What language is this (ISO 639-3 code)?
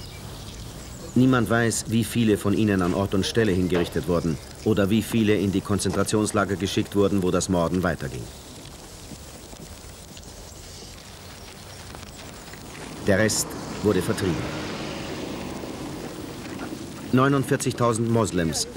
deu